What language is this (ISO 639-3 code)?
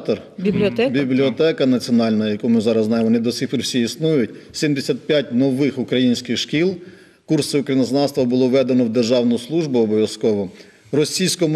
ukr